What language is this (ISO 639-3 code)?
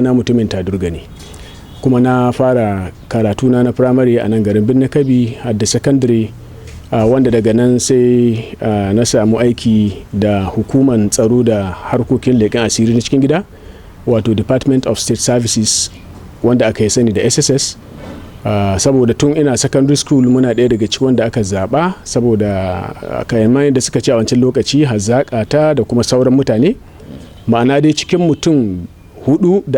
hau